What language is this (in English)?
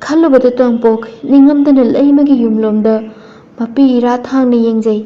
Manipuri